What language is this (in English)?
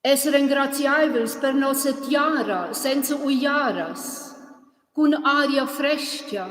Romansh